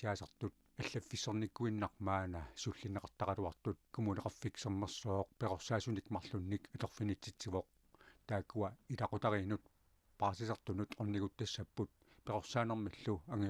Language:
Kalaallisut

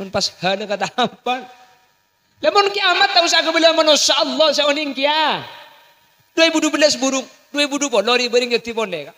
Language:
Madurese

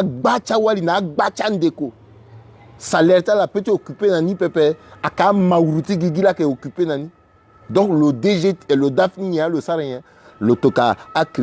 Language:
Sango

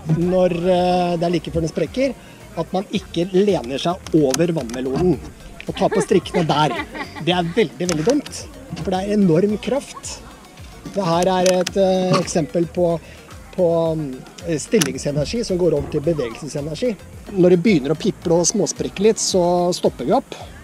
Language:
Norwegian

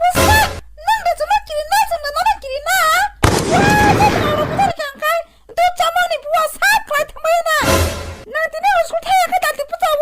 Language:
Kok Borok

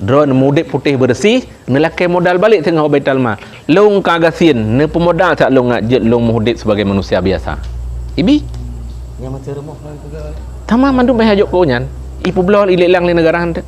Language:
Achinese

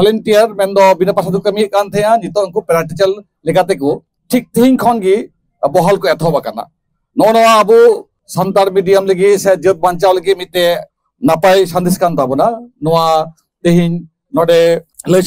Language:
Santali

